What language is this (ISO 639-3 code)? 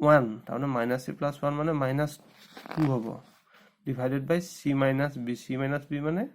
asm